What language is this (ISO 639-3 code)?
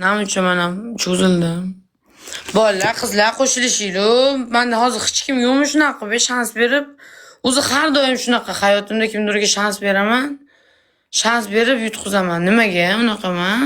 uzb